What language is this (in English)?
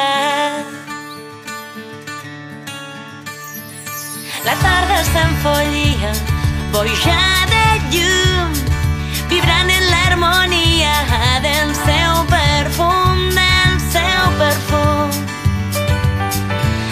Catalan